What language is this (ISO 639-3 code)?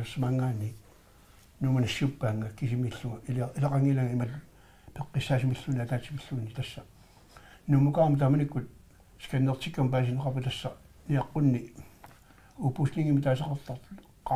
kal